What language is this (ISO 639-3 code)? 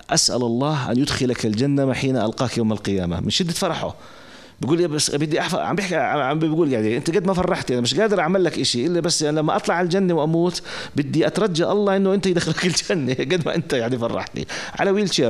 apc